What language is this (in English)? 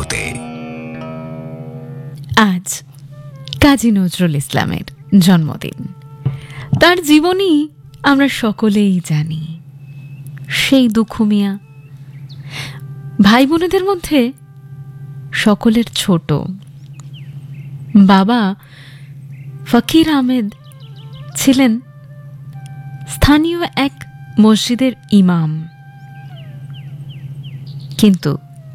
Bangla